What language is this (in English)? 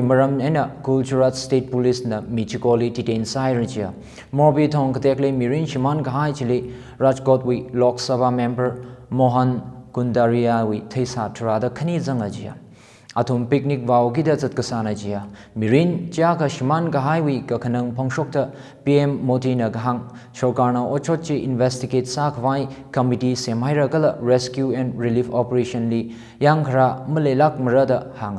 Tangkhul Naga (India)